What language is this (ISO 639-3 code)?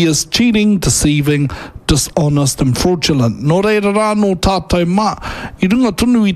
mri